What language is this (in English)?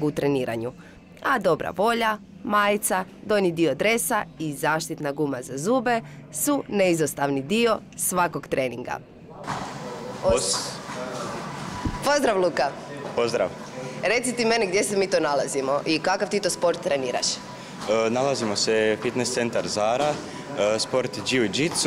Croatian